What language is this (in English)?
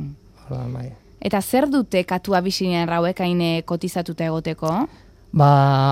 Basque